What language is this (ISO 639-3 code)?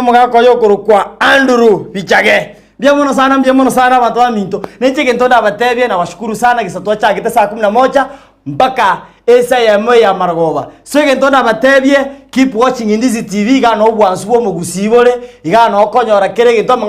guz